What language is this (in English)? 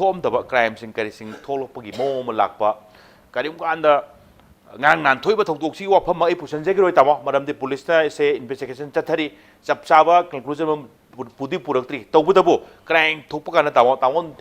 Manipuri